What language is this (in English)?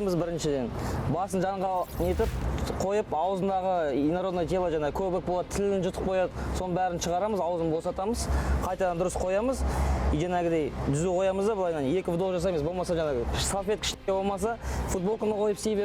Kazakh